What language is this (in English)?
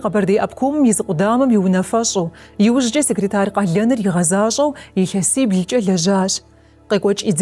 Kabardian